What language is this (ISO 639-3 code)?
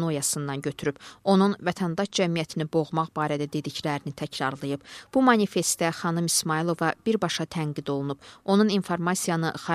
aze